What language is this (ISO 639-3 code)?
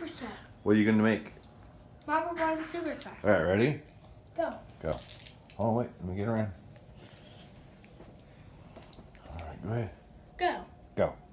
eng